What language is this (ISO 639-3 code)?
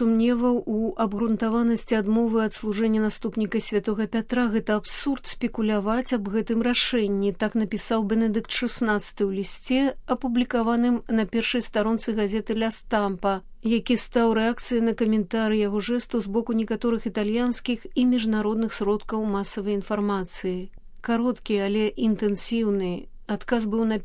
bel